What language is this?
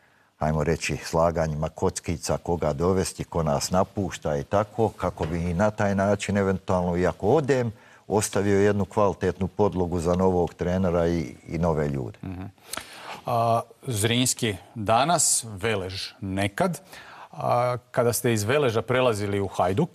Bosnian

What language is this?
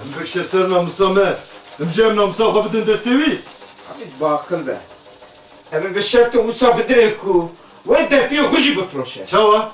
Kurdish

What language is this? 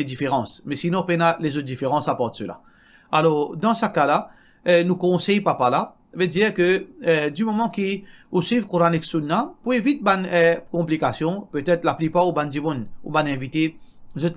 Morisyen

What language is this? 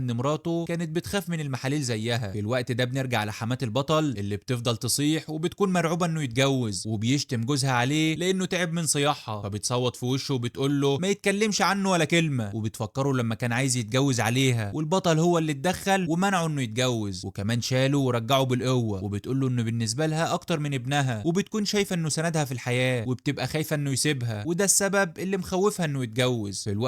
Egyptian Arabic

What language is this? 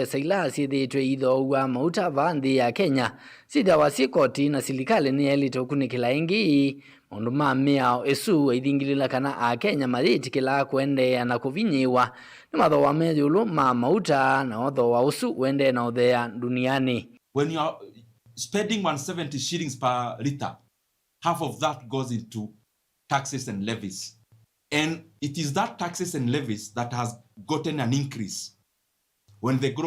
Kamba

